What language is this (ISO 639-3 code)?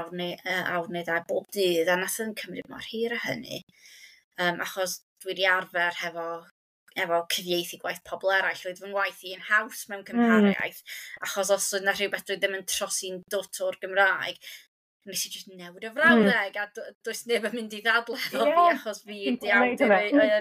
cym